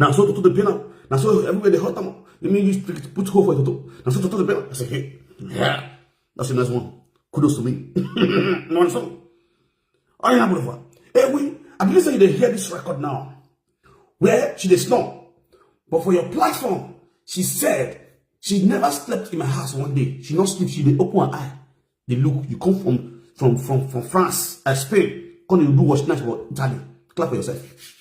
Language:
Nigerian Pidgin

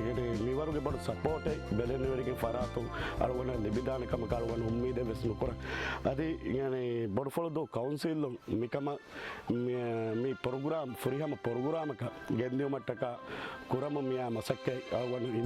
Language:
Divehi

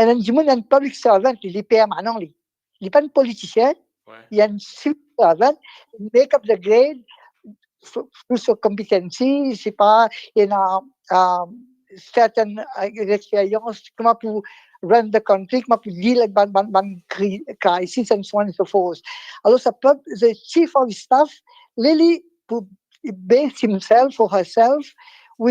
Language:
Morisyen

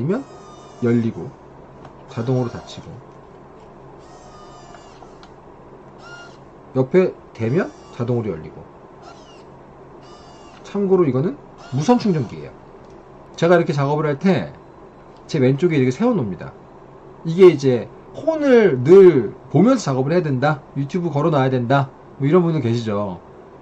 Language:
Korean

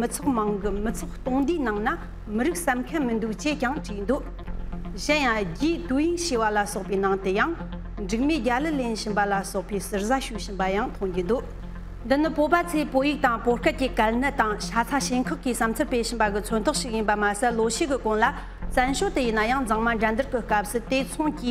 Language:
Tibetan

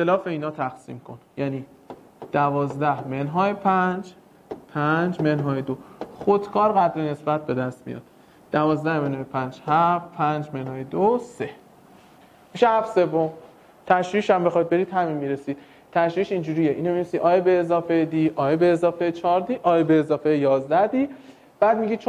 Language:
Persian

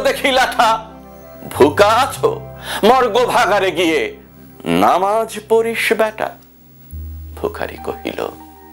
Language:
Bangla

